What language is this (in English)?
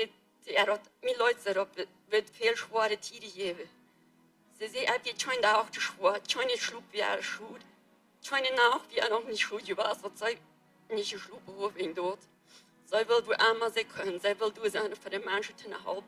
Plautdietsch